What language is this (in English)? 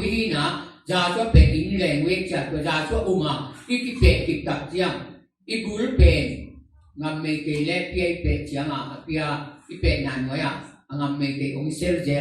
Tedim Chin